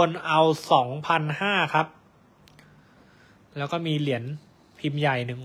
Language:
Thai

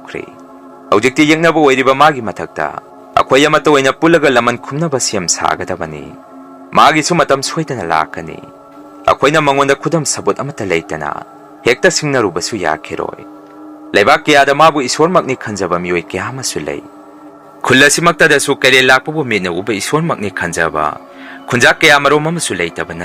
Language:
Manipuri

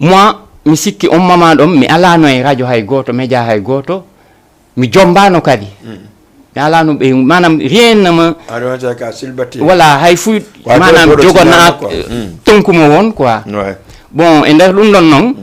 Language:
Fula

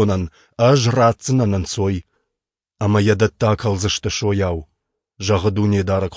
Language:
Ossetic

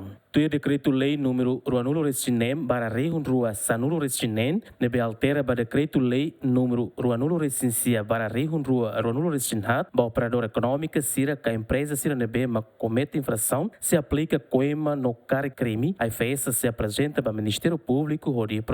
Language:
Tetum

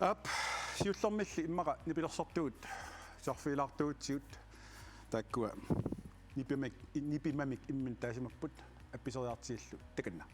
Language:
Kalaallisut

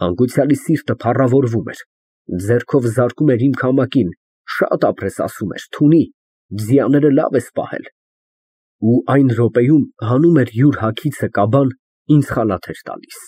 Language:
Armenian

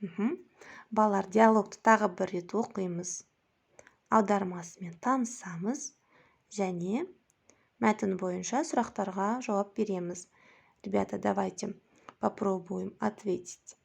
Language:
Kazakh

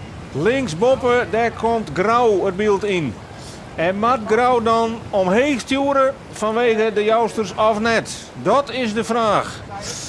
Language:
Western Frisian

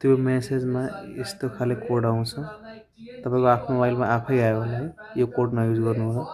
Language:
Nepali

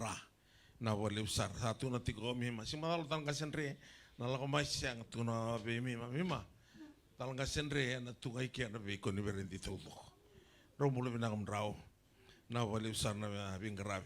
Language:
Fijian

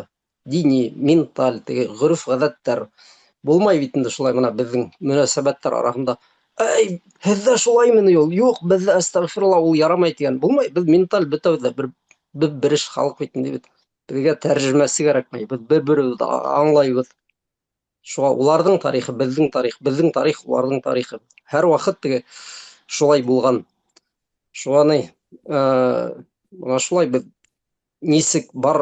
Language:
Bashkir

